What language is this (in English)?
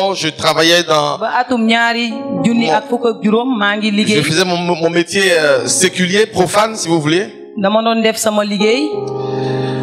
French